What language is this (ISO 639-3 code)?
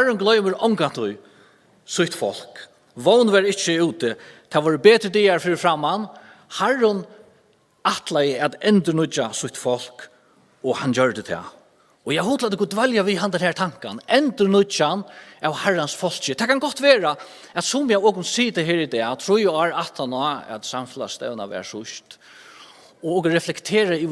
fao